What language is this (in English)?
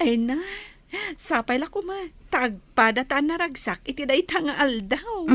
Iloko